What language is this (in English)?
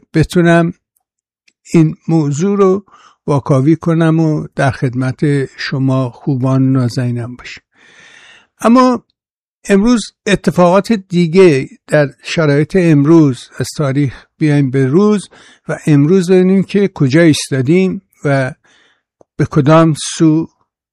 Persian